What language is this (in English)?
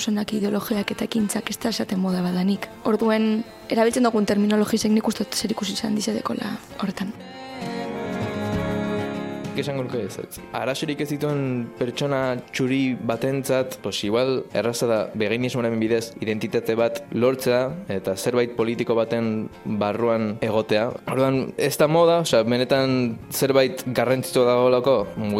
Basque